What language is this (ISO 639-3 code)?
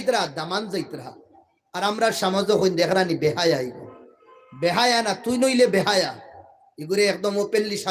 syl